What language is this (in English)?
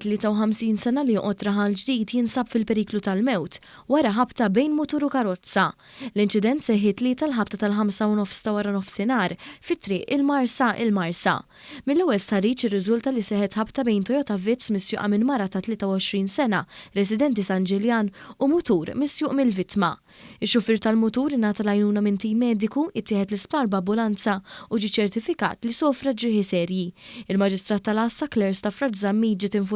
Maltese